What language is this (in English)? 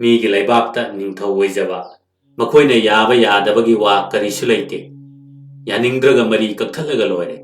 Manipuri